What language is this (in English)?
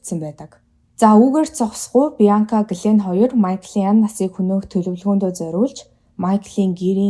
Mongolian